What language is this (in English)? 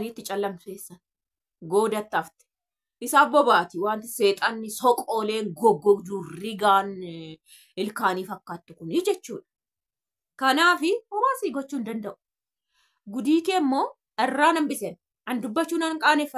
Oromo